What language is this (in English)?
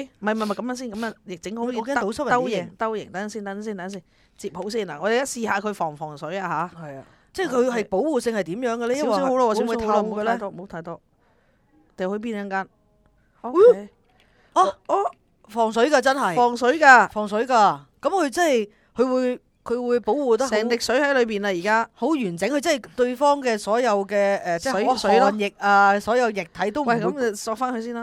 Cantonese